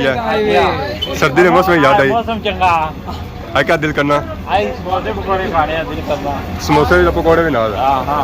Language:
Pahari-Potwari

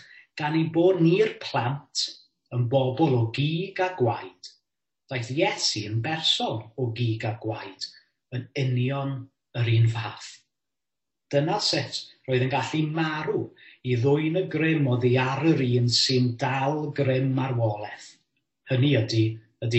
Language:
Welsh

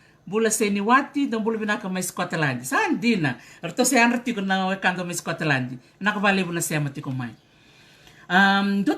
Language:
Fijian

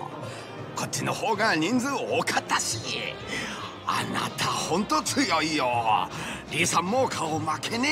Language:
Japanese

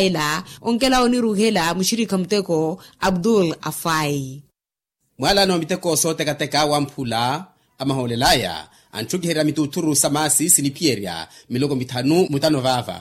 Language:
Makhuwa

